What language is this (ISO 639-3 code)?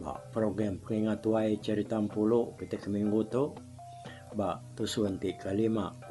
iba